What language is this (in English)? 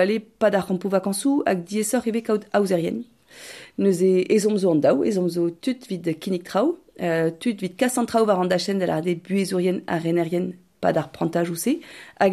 Breton